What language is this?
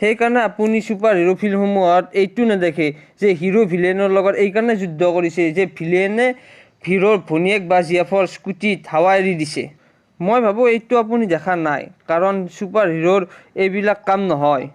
Assamese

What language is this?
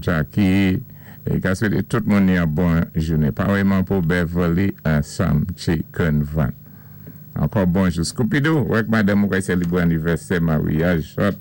Saint Lucian Creole French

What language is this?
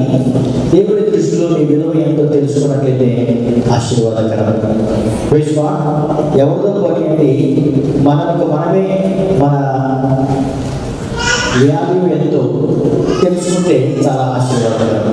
Telugu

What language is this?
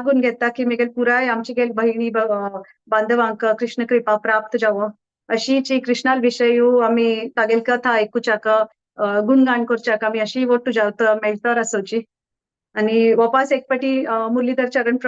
Konkani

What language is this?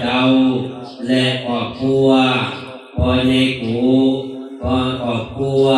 Pali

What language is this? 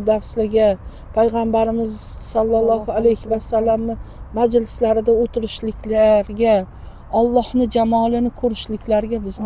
Uzbek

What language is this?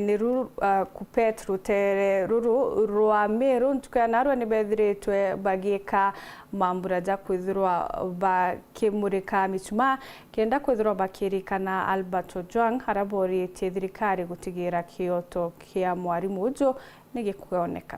Meru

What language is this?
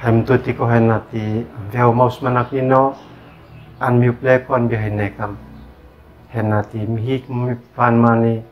Uab Meto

